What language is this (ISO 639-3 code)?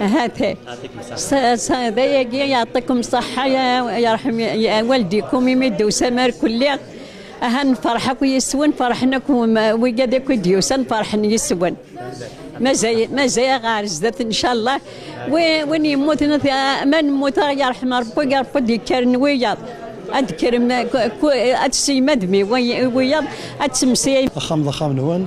kab